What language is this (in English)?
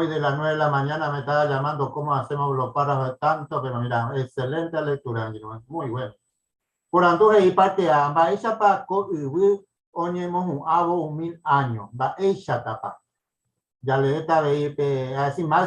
Guarani